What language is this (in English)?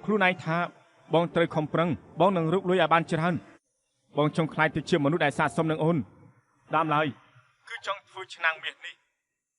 Khmer